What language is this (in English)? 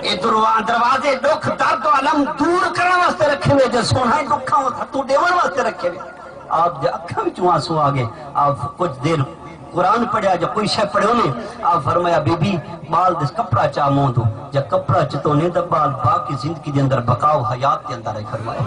Saraiki